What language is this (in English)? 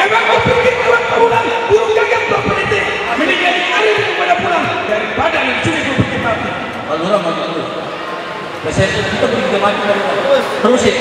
Betawi